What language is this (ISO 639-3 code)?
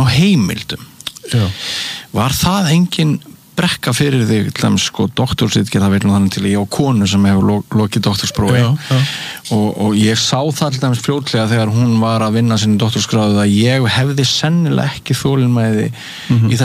isl